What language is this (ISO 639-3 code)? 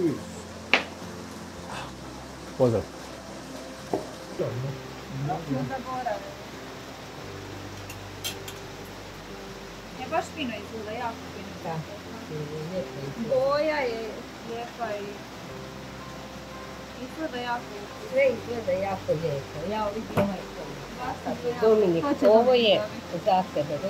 hrv